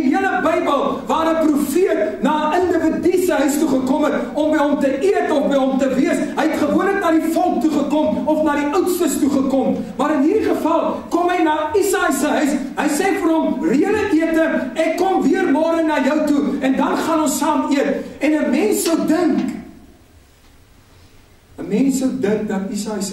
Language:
Afrikaans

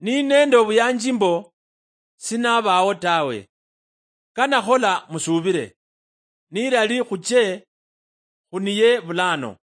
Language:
Luyia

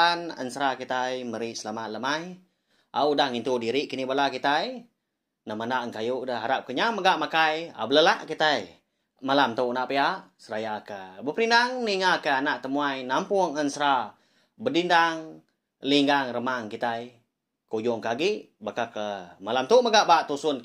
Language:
Iban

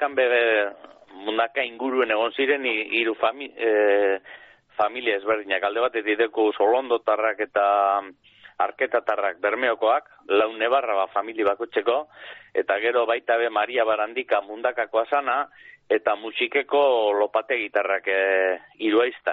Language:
Basque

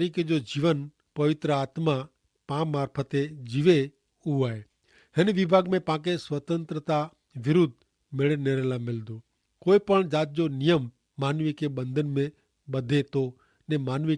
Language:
Kachhi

